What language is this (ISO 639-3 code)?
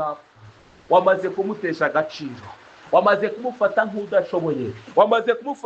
kin